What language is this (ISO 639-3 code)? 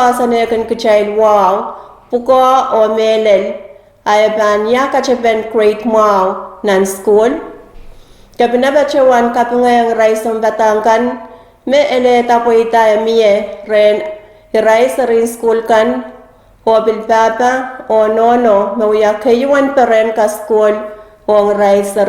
pon